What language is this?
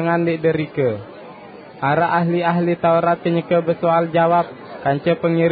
Sasak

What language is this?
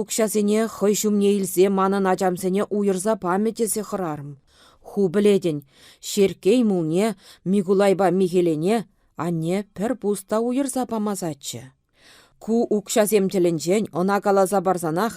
Chuvash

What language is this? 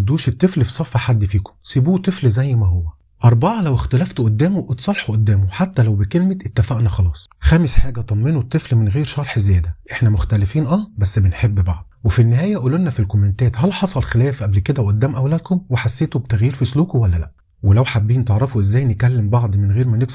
Egyptian Arabic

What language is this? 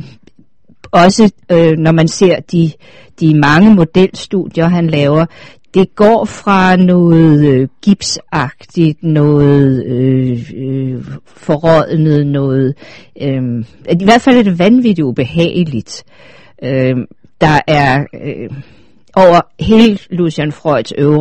Danish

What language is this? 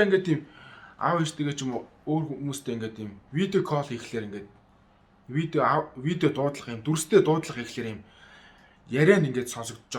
Mongolian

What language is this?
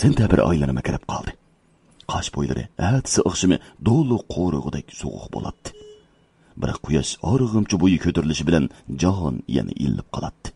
Uyghur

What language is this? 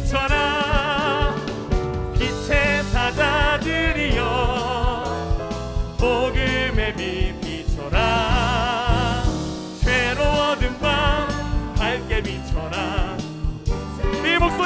Korean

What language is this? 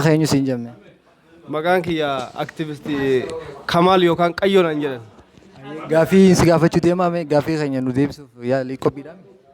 Oromo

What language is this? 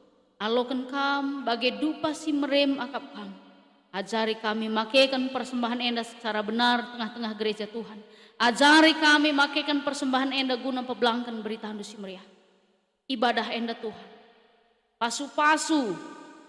Batak Karo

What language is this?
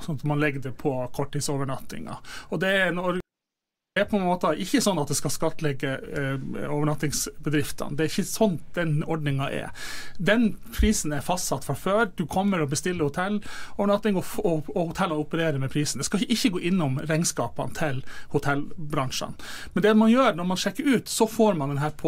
Norwegian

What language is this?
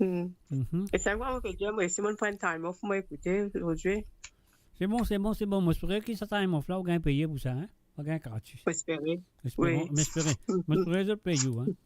Morisyen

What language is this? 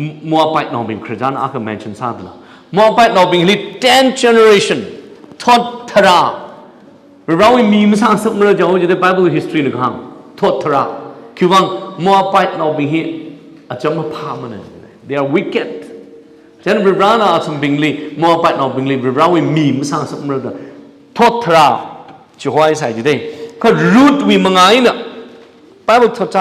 Tangkhul Naga (India)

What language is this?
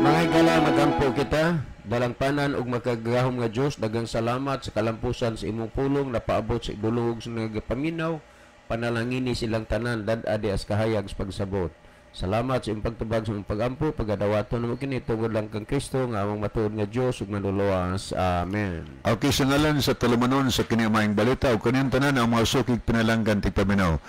Cebuano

